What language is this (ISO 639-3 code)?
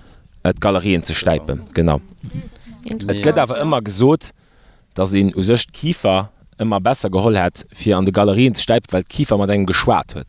ltz